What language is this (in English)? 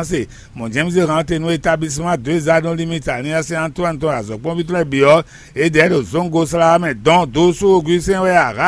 Fon